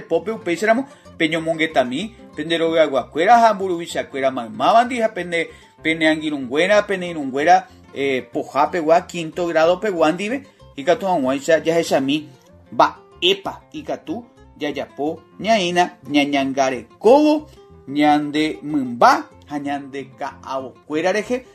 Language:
Guarani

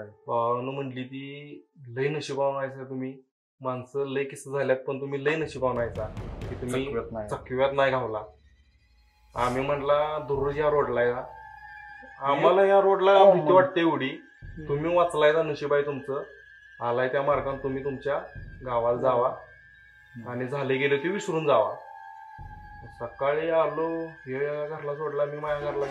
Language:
Marathi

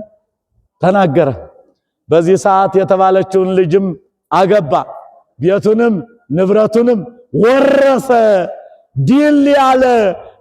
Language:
Amharic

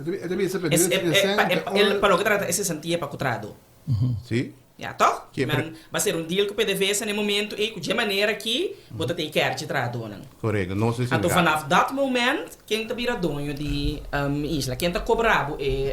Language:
Papiamento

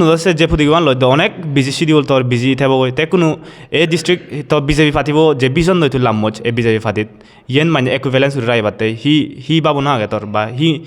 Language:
Chakma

